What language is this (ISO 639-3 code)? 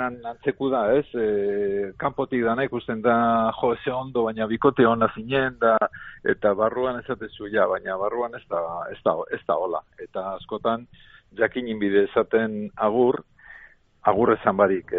eus